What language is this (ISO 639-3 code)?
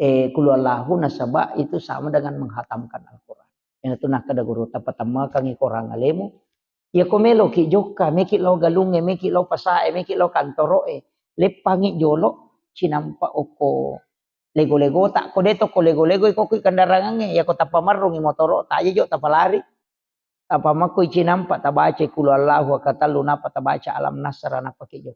bug